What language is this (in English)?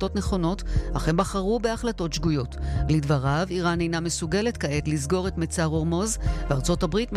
Hebrew